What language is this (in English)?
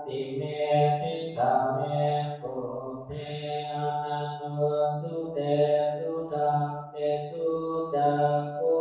Pali